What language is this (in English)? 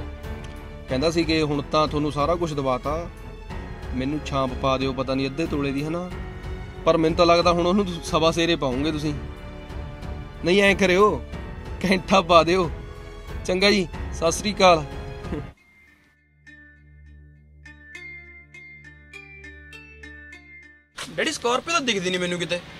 Punjabi